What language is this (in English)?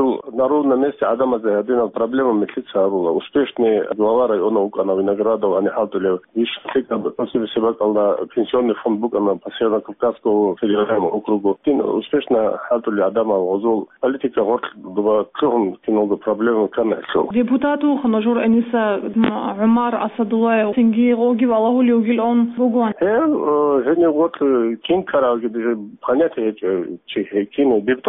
Avaric